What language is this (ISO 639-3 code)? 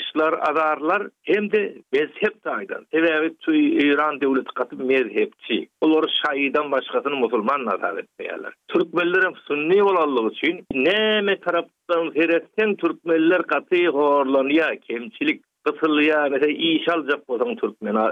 tuk